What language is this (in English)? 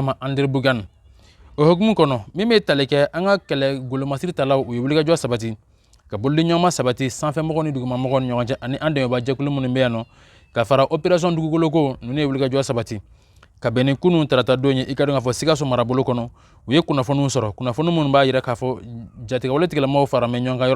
Bambara